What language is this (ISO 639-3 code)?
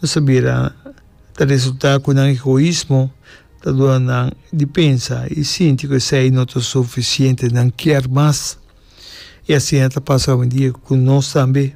pap